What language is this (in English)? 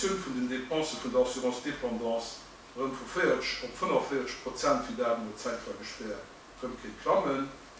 Luxembourgish